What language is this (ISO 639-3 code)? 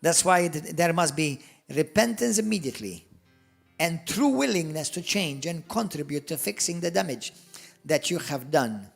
eng